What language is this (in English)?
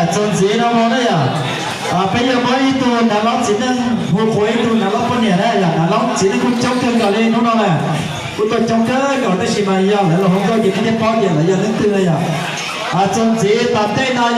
Hmong